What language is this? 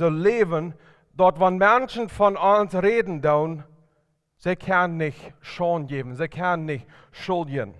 Plautdietsch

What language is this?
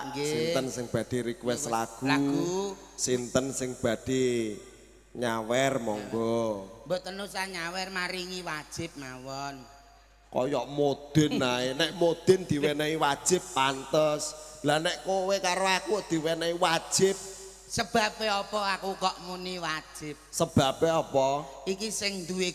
Javanese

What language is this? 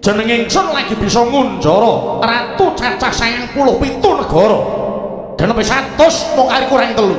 Javanese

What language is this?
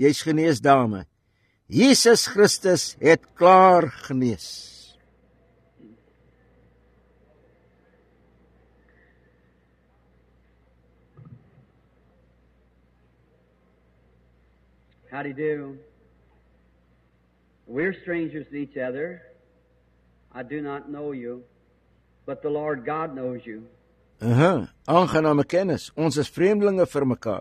Afrikaans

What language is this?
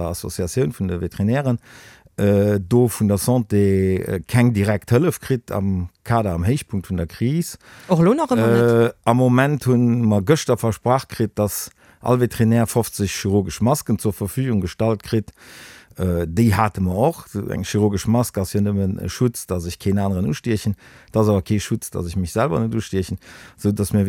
Luxembourgish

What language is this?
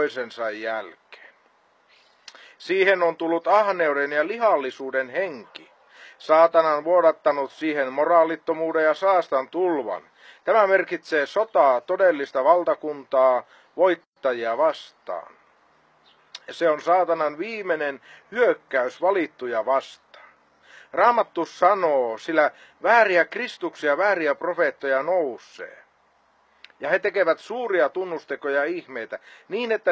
Finnish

